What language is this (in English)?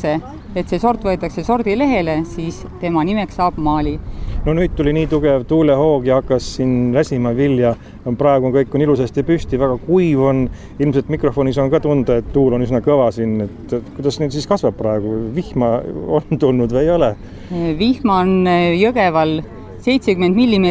Estonian